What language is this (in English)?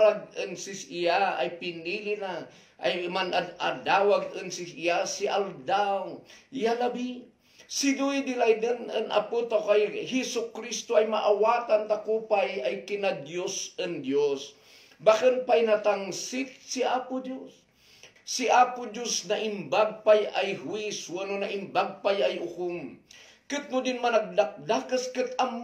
Kankanaey